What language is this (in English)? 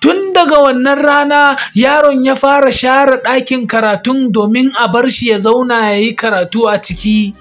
Hausa